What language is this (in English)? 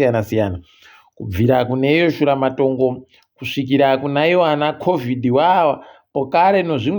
Ndau